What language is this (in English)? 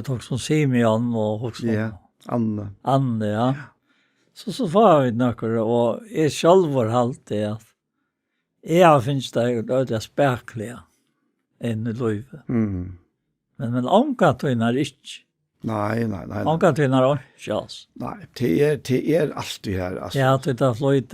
Faroese